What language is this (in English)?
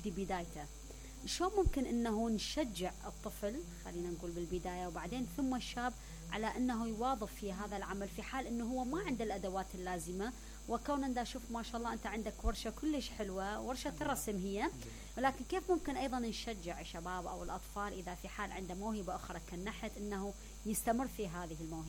Mesopotamian Arabic